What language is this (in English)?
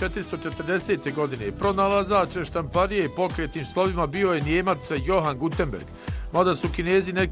Bosnian